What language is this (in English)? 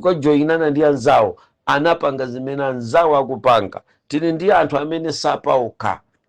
Nyanja